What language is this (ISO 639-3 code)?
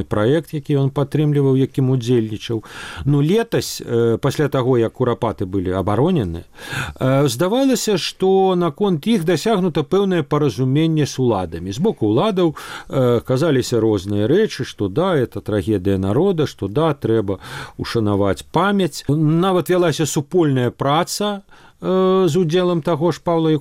bel